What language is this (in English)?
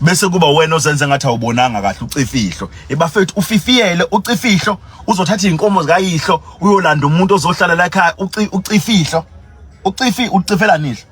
Zulu